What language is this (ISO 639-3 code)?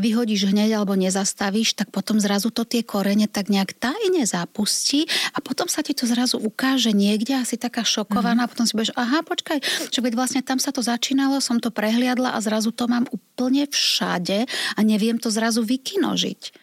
slk